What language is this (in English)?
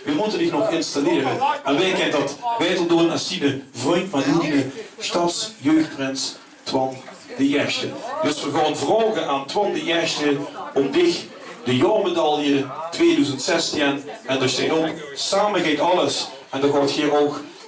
Limburgish